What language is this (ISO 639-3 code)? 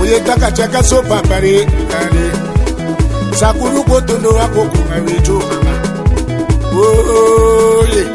tll